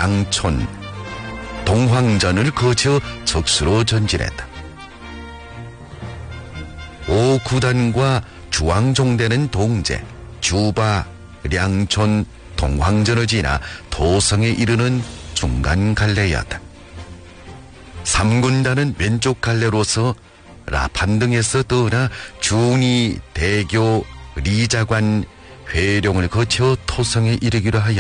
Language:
Korean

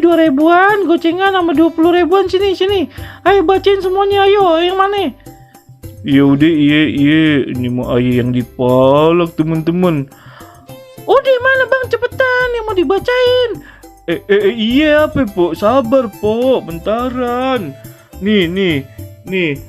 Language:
Betawi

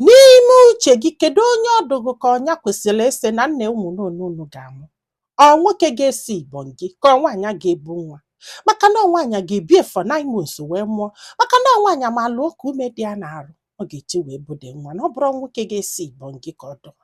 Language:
Igbo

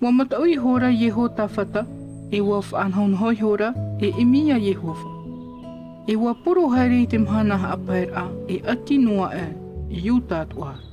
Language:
Tahitian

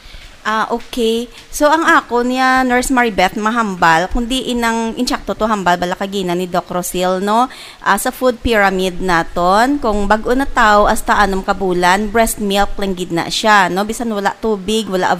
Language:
Hiligaynon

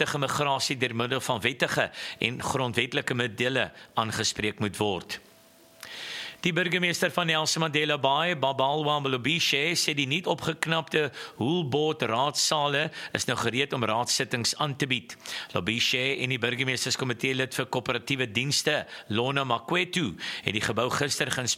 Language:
Afrikaans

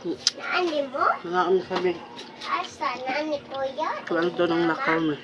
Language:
Cebuano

